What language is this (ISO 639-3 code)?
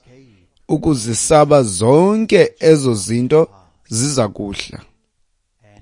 xho